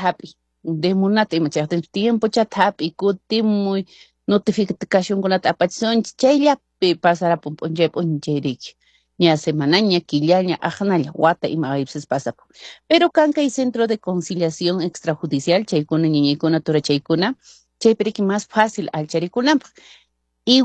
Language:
Quechua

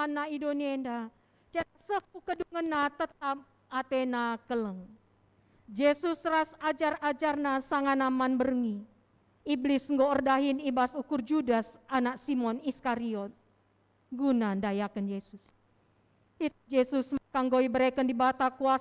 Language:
Batak Karo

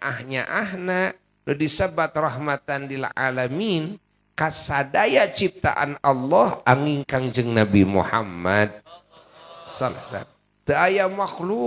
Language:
Sundanese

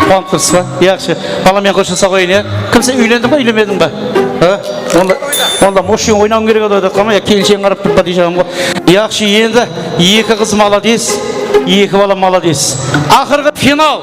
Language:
Kara-Kalpak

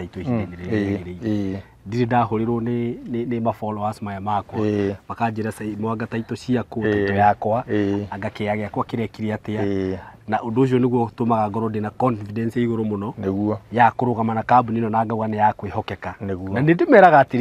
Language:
Kikuyu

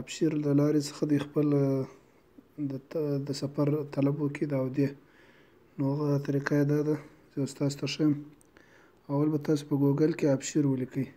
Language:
Pashto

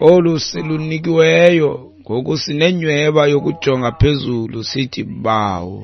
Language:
Xhosa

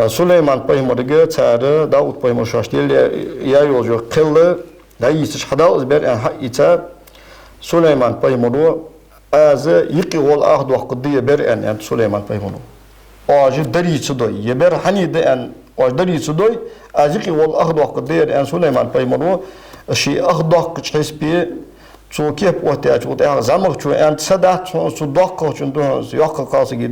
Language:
Ingush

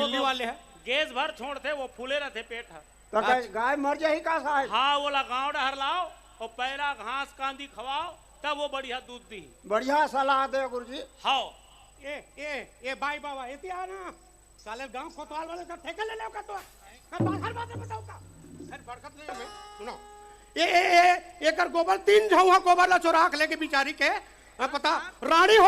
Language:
Chhattisgarhi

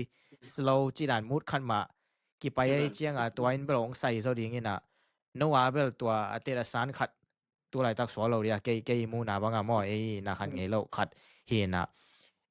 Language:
Tedim Chin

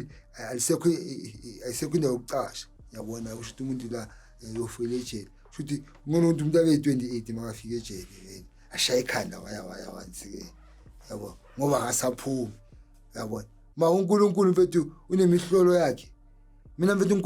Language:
Zulu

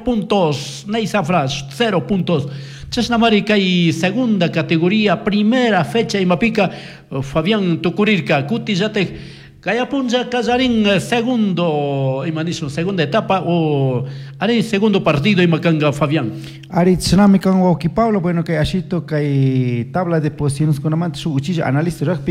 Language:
Chimborazo Highland Quichua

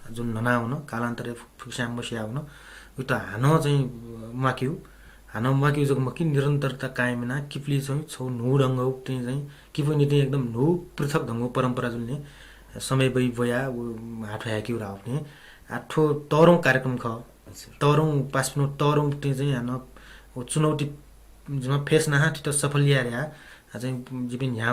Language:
Newari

